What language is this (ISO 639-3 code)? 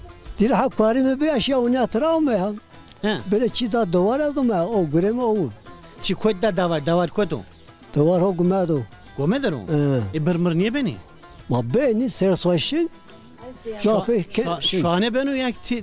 zza